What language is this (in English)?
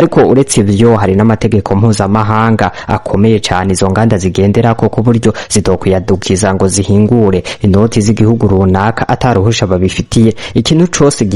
Rundi